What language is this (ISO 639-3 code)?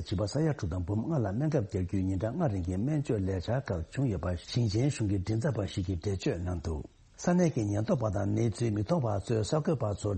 bod